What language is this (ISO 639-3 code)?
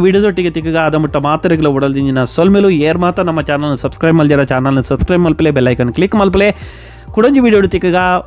tcy